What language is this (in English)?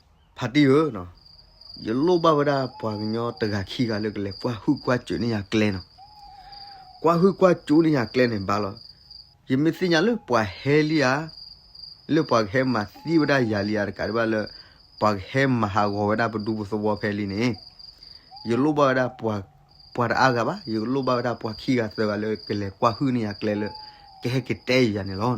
S'gaw Karen